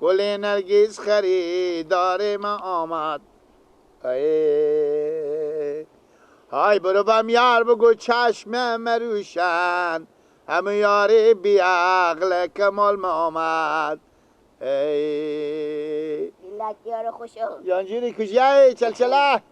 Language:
Persian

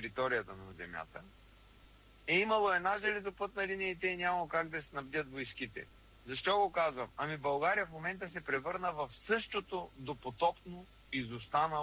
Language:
Bulgarian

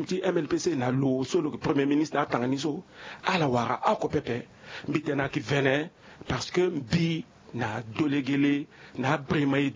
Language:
Sango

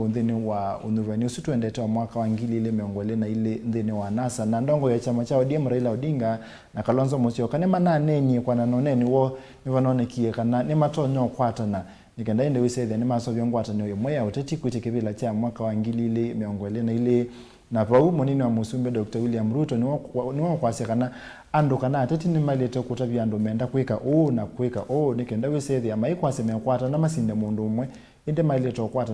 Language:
Kamba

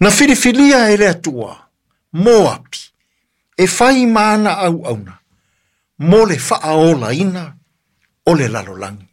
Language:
Samoan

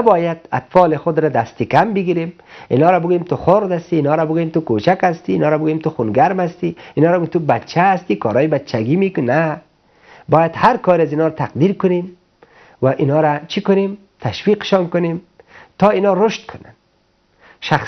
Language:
Persian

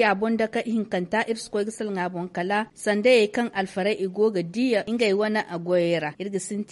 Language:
Zarma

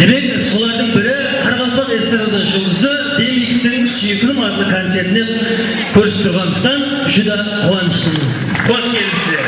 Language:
Kara-Kalpak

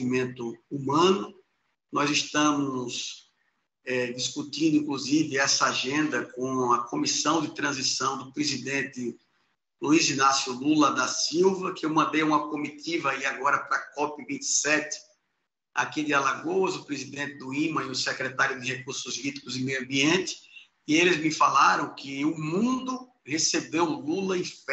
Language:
Portuguese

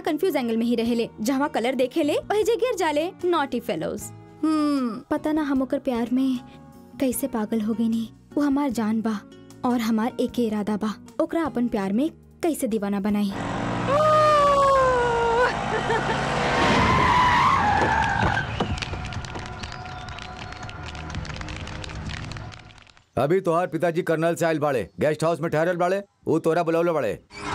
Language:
Bhojpuri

